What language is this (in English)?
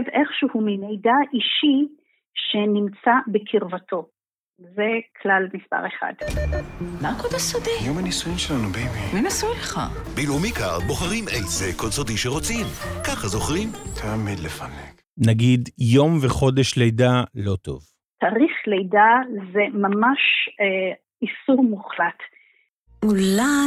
Hebrew